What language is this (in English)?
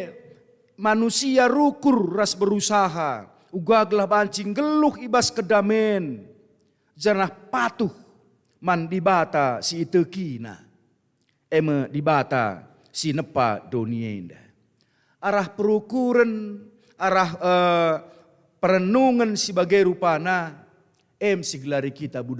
Batak Karo